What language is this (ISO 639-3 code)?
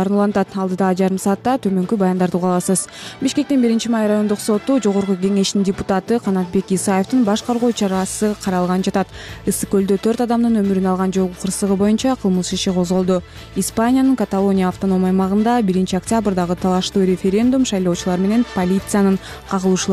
kir